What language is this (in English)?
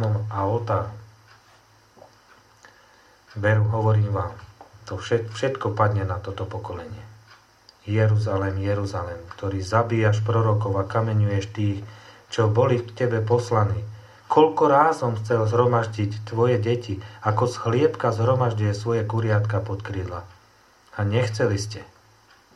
Slovak